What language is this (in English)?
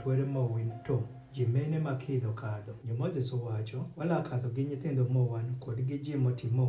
Adhola